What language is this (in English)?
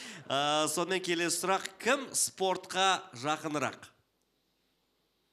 Kazakh